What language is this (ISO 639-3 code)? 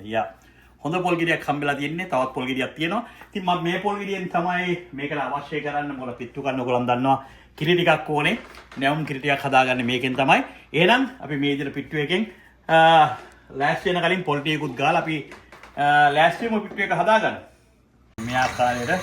sin